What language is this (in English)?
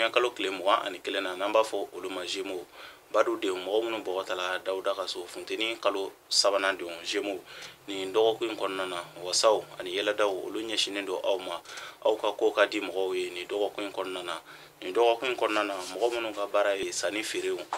Bambara